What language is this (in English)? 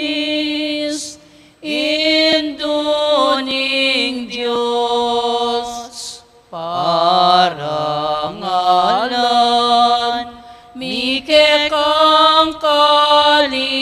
Pampanga